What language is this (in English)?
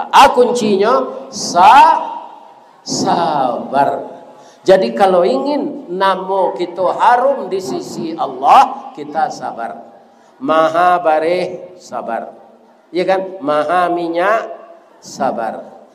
Minangkabau